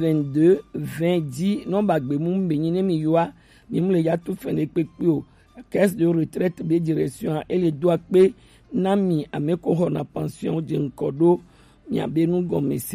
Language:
Gen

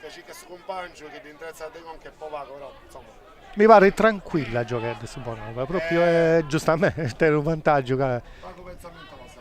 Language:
Sardinian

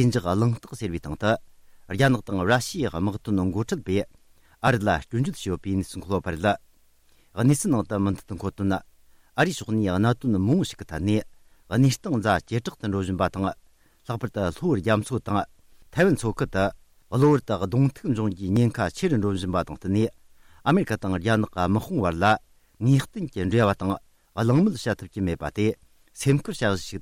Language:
Tibetan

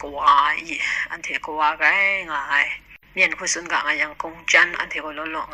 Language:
Kachin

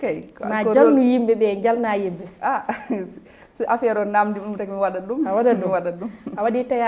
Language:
Fula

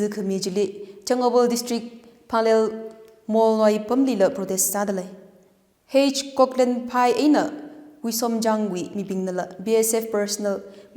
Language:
Tangkhul Naga (India)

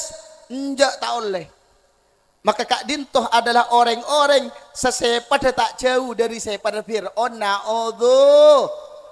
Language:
Madurese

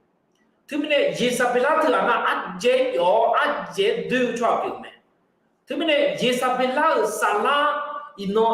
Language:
Akha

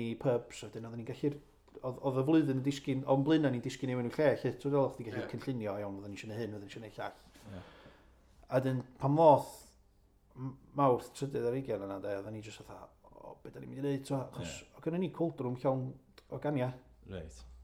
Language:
Welsh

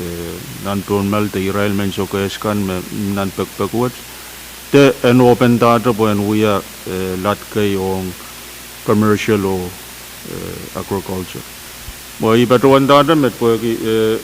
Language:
Pohnpeian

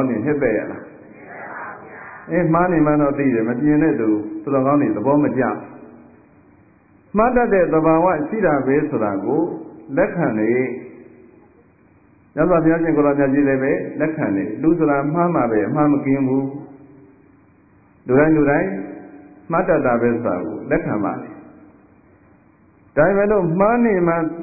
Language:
Burmese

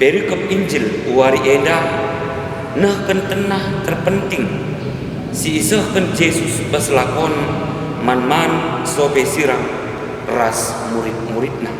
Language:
Batak Karo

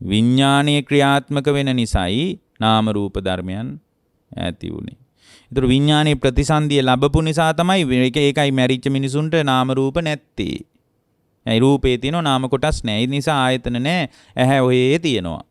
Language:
Sinhala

